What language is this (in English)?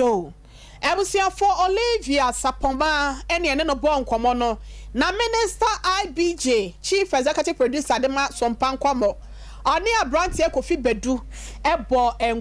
Akan